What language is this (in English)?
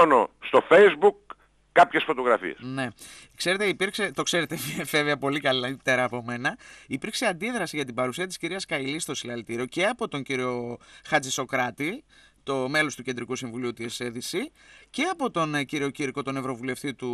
Greek